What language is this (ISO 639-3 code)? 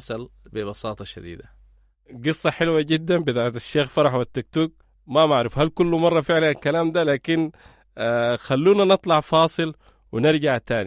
apd